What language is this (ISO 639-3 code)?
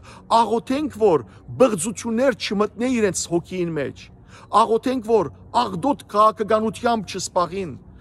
hyw